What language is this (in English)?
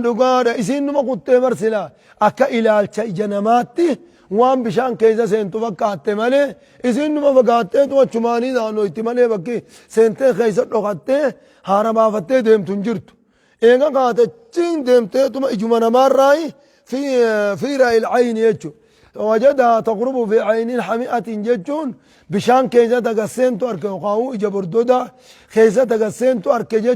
Oromo